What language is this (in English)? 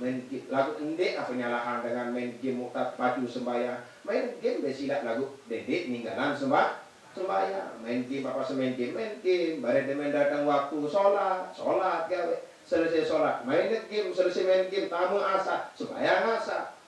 Sasak